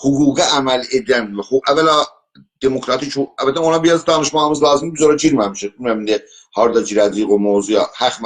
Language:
South Azerbaijani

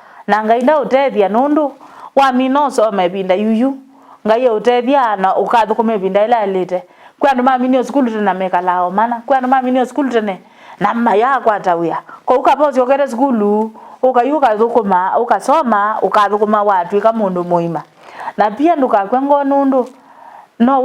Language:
Kamba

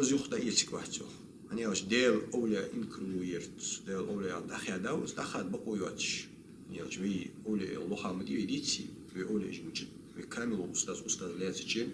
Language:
Ingush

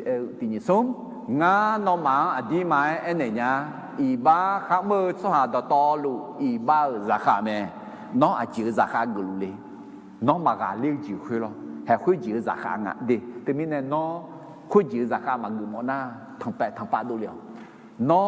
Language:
Akha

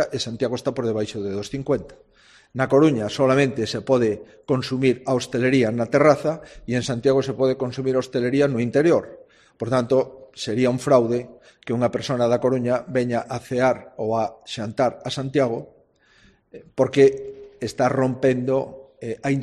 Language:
Galician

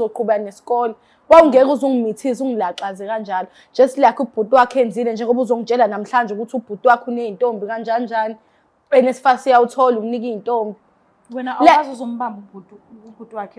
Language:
Zulu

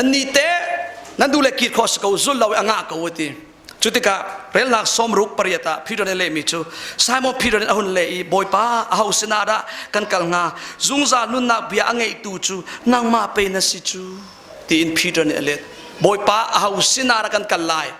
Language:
Hakha Chin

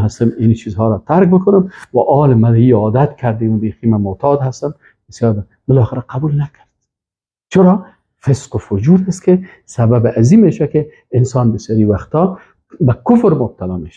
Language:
Persian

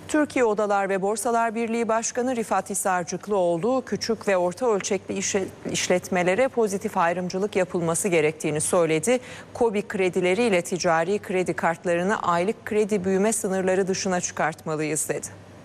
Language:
Turkish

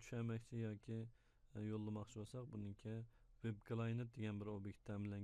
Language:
Uyghur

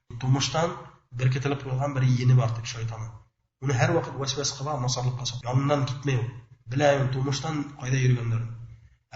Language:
Bashkir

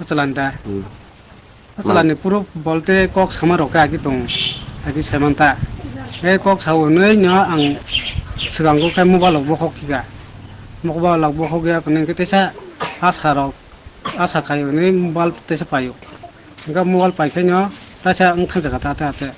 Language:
Kok Borok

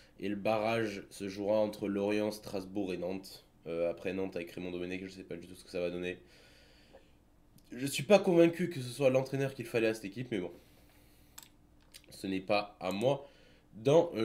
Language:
French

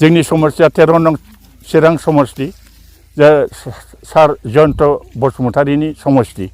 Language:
Bodo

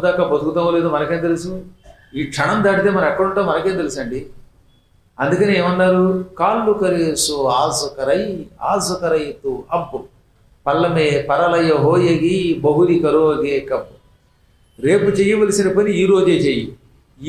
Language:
Telugu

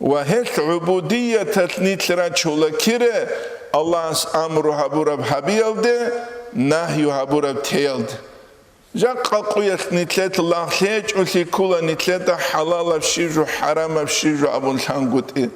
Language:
Avaric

